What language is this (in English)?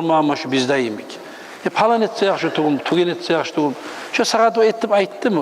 Kumyk